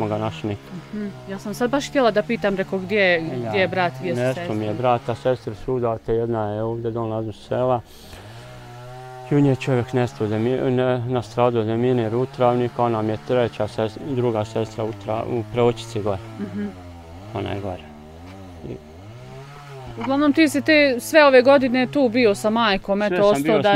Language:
Bosnian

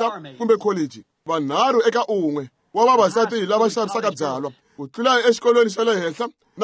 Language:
Tsonga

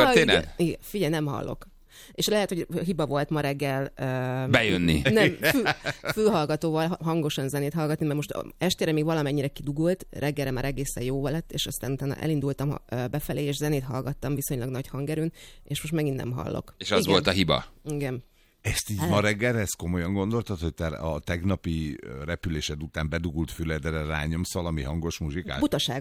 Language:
Hungarian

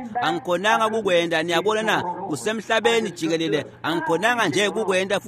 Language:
Swati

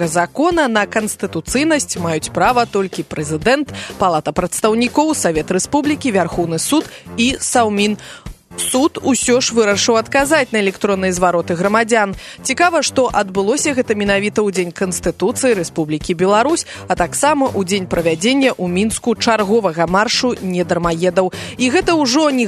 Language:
Belarusian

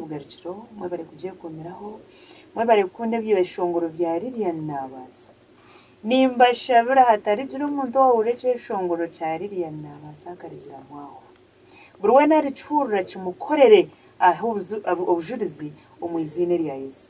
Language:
Nyankole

